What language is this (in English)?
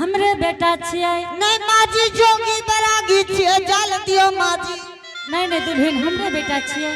Angika